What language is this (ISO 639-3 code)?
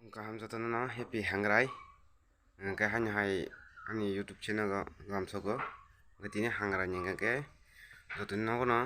trp